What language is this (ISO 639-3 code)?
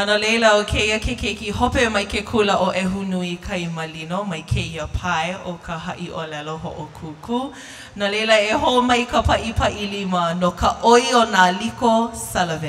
haw